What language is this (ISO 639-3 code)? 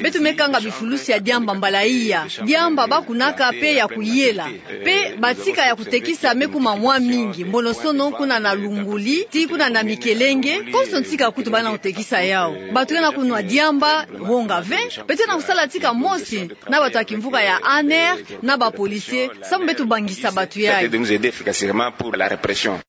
ktu